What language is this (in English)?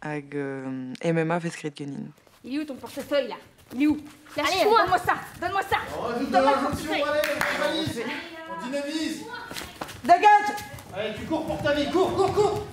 Breton